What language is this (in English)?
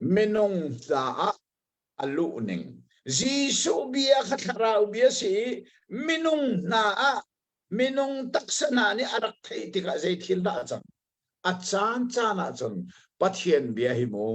Hakha Chin